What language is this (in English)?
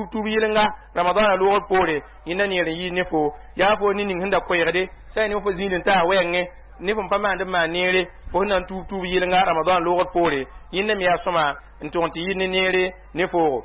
Mossi